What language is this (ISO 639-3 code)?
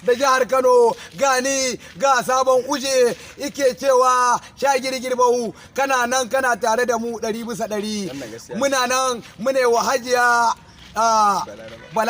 hau